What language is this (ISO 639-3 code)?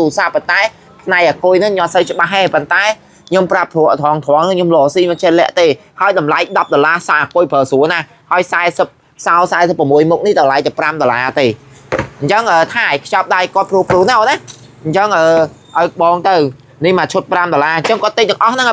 khm